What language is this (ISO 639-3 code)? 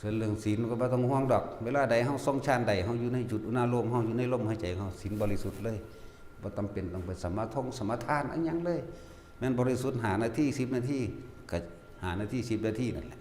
lao